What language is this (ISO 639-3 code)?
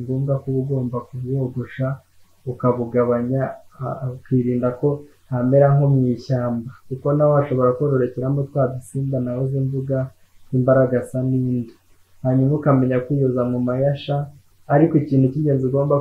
kin